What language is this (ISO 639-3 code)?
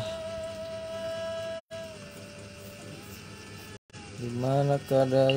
ind